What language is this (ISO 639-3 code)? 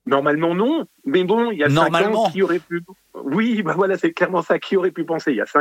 fra